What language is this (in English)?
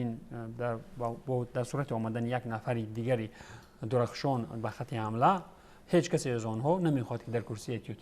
Tajik